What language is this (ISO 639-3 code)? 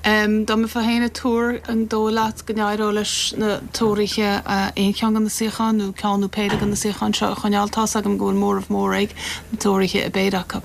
gle